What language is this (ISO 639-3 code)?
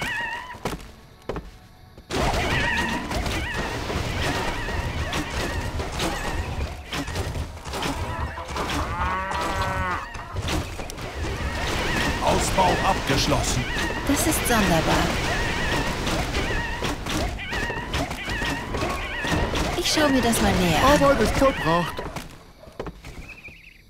deu